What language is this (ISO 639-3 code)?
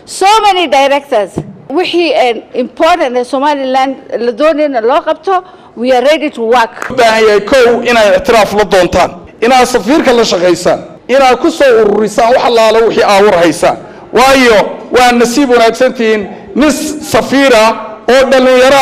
som